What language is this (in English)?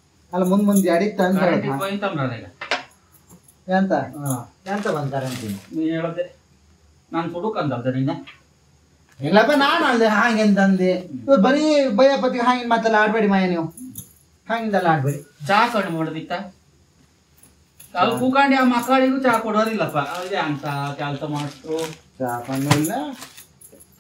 Kannada